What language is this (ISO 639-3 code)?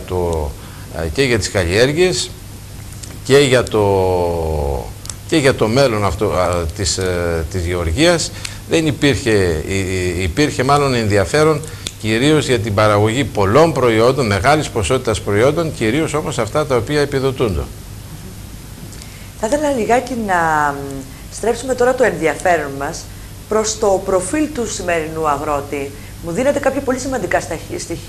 ell